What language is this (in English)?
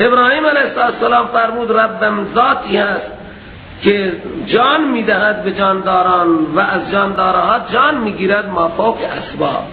Persian